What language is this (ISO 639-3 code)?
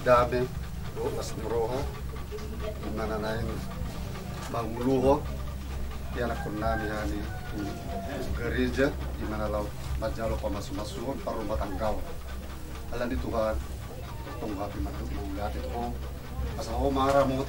bbc